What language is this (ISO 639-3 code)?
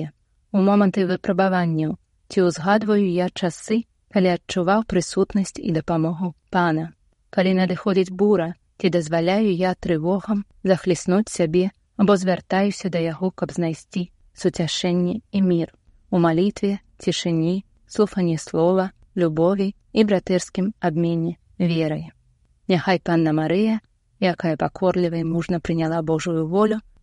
bel